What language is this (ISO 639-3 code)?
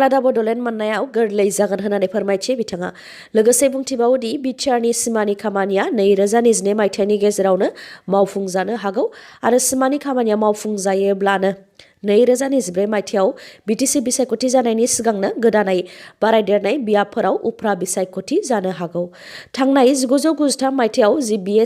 brx